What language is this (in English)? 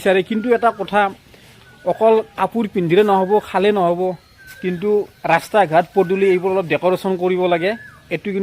Assamese